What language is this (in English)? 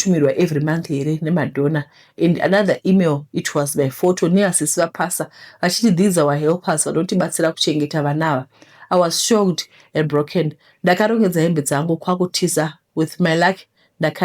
Shona